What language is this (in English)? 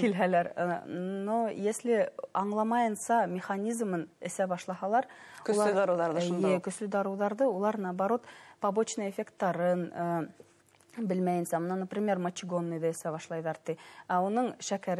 Bashkir